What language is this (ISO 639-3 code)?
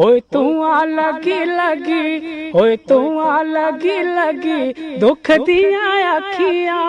doi